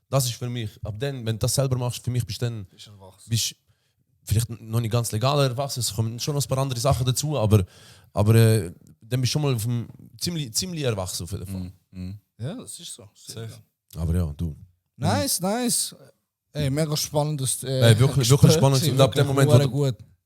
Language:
Swiss German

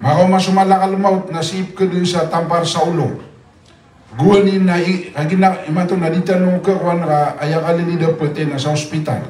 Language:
Maranao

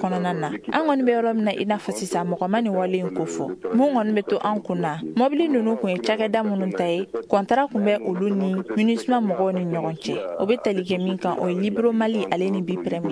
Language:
Bambara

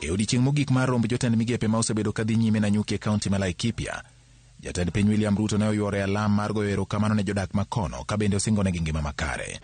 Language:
Luo (Kenya and Tanzania)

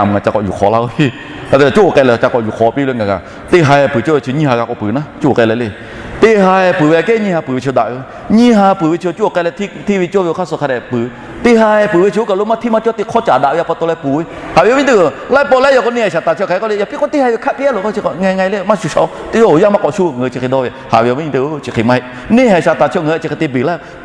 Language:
Lahu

